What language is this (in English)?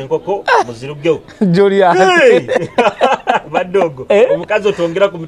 Nyoro